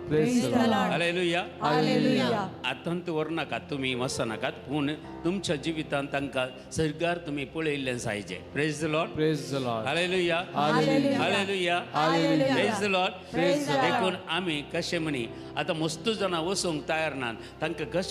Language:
Konkani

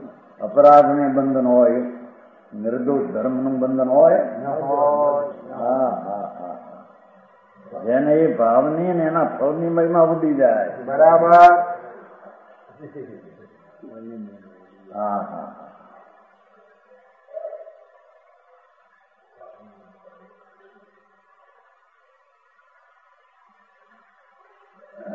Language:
Gujarati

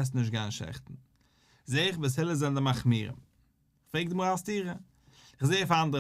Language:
Yiddish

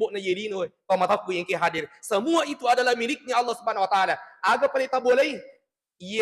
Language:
Buginese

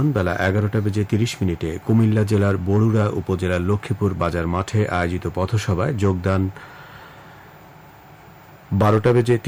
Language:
Bangla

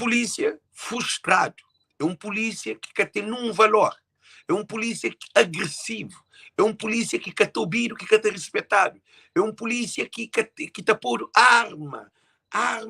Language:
Kabuverdianu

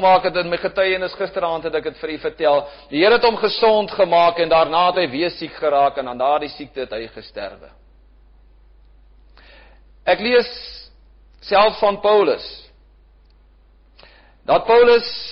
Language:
Afrikaans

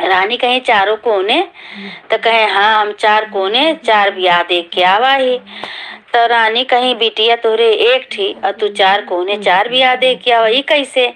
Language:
Awadhi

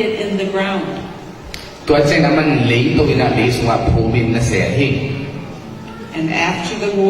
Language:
Tedim Chin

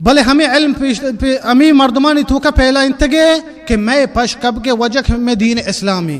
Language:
Baluchi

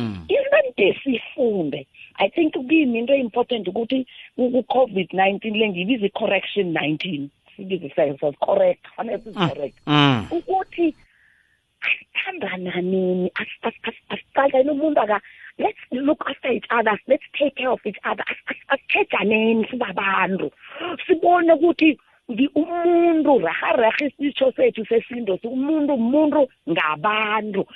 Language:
South Ndebele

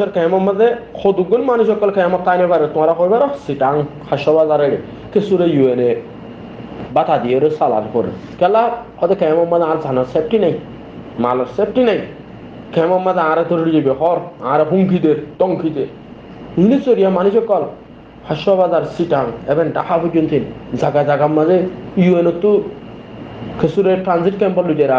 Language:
Rohingya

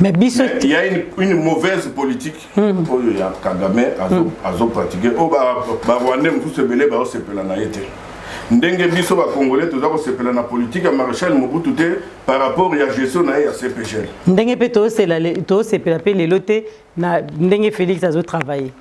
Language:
Lingala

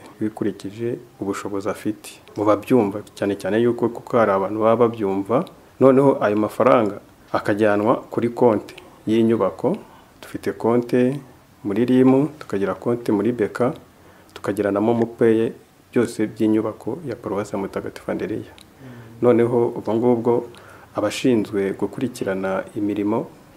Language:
Kinyarwanda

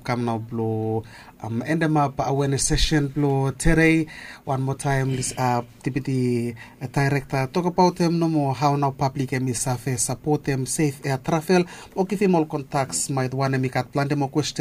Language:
Bislama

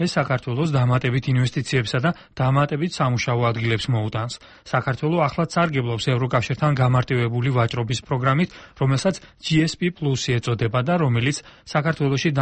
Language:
Georgian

